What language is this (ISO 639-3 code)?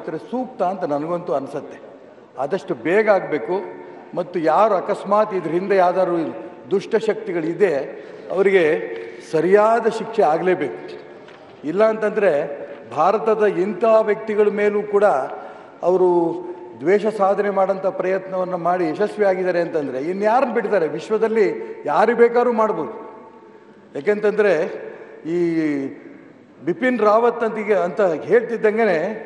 kan